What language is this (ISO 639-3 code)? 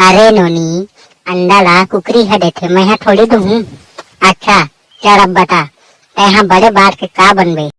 hne